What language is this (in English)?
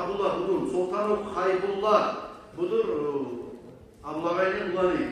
Kumyk